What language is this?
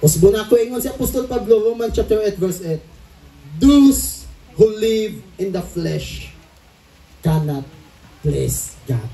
Cebuano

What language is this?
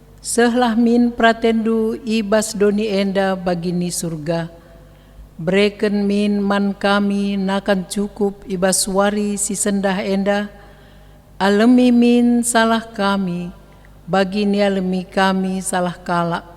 Batak Karo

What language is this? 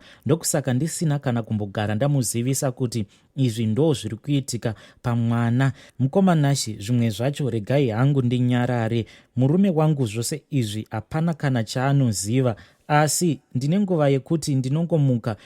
Shona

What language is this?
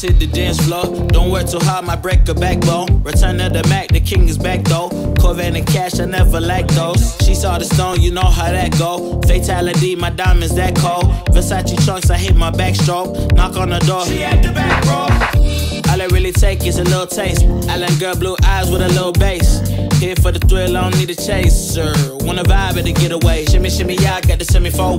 Thai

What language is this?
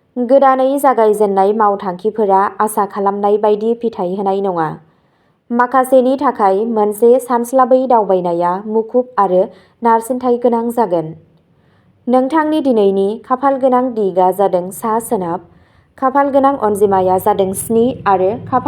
Bodo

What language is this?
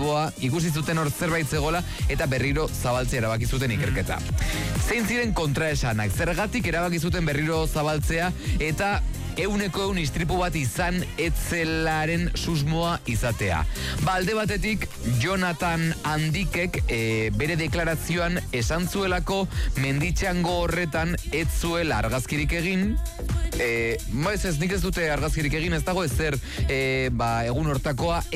Basque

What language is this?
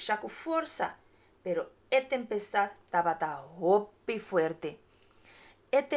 Papiamento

